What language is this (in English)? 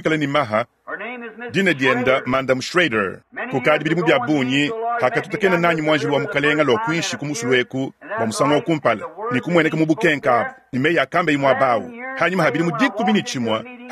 Luba-Lulua